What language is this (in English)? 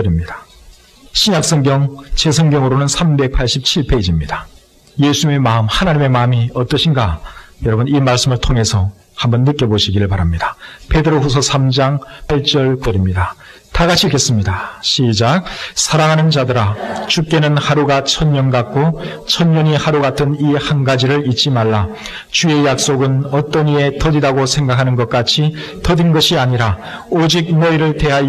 Korean